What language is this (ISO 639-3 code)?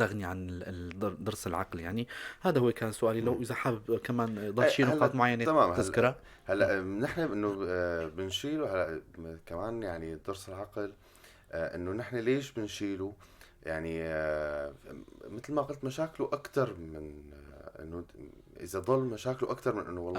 apc